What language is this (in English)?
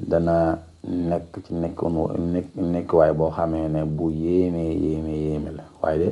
Wolof